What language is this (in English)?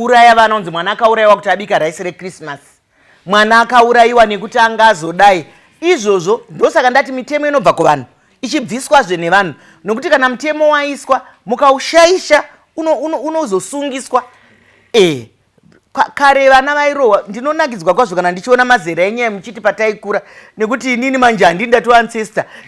Shona